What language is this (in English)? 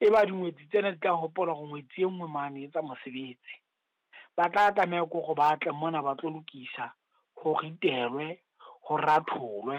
Southern Sotho